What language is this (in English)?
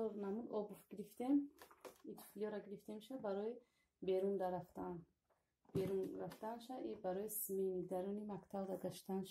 Tajik